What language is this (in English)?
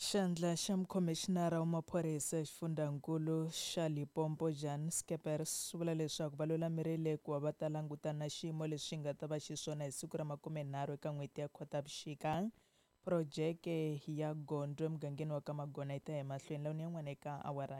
Tsonga